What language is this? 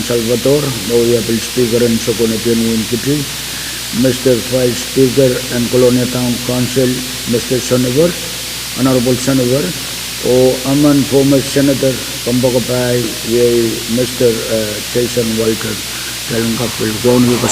Pohnpeian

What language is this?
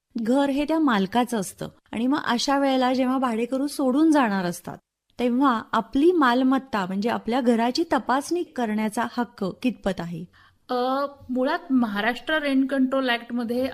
Marathi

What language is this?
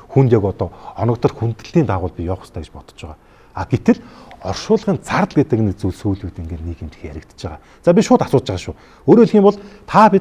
Mongolian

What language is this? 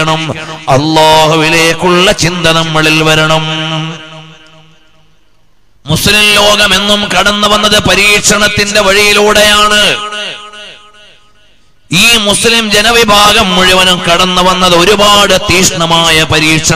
Malayalam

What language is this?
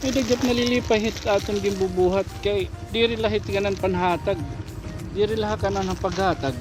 Waray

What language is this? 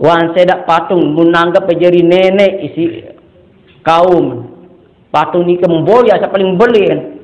Sasak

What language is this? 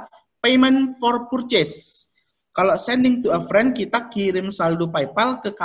Indonesian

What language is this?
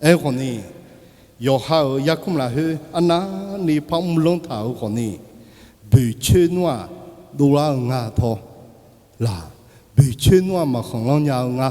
Akha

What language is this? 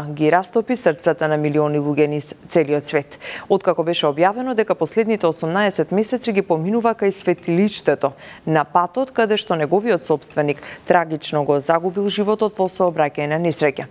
Macedonian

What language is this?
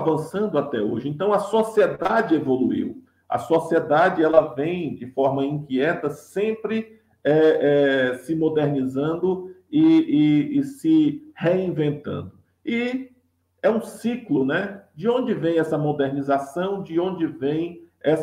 Portuguese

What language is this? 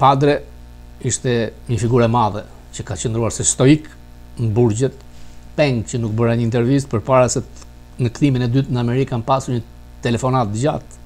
Albanian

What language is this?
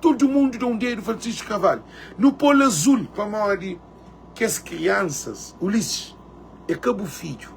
Kabuverdianu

